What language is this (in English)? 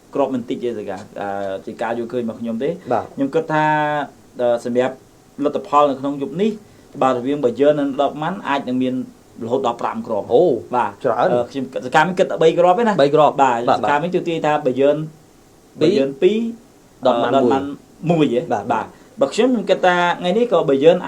Khmer